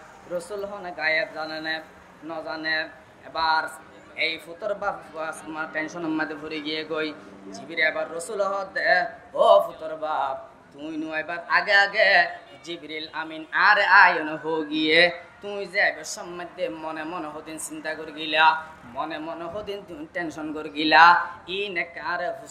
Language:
Rohingya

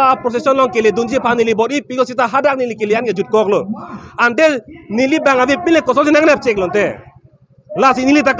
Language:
Karbi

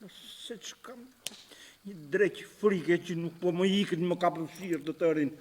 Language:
Albanian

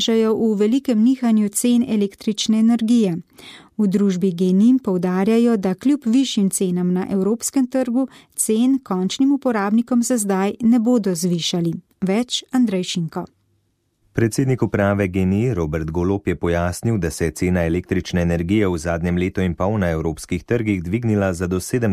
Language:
Slovenian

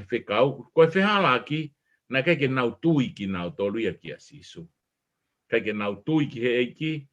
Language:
Tongan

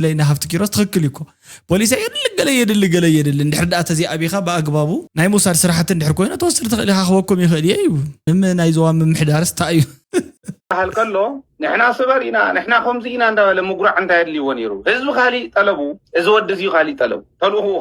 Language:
Tigrinya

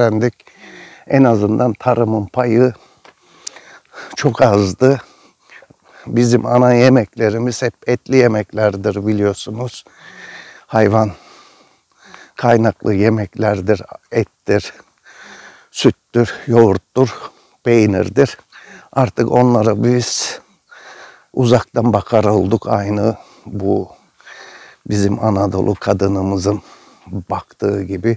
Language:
Turkish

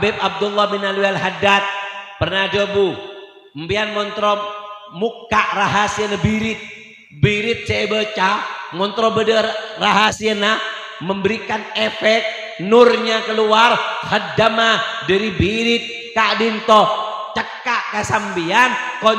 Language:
Madurese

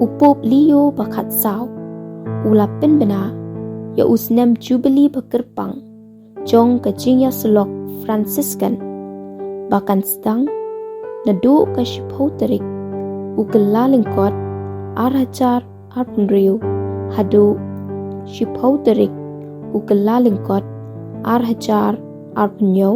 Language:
Khasi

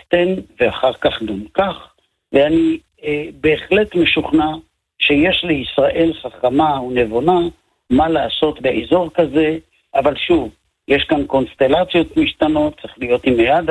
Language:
Hebrew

